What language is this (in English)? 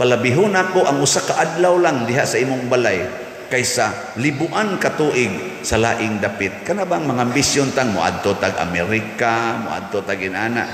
Cebuano